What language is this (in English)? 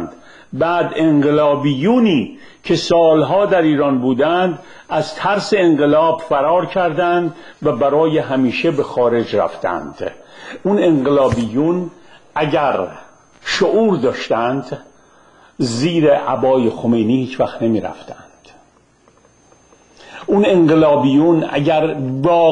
Persian